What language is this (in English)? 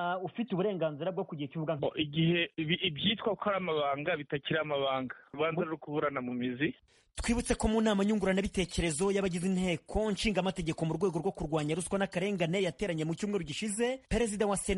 Kinyarwanda